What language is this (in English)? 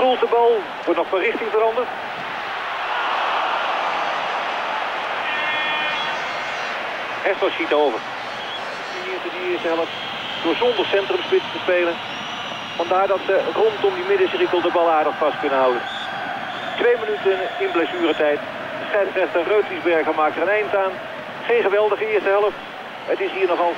Dutch